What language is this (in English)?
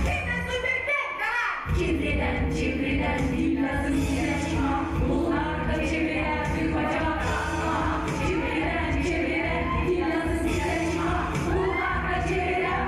Gagauz